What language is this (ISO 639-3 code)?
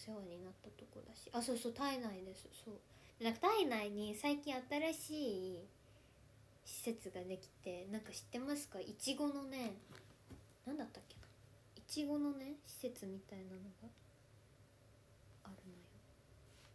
jpn